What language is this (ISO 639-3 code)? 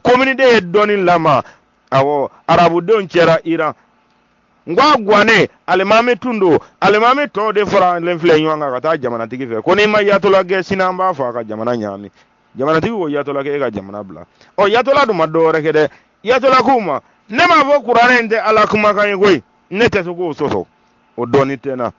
bam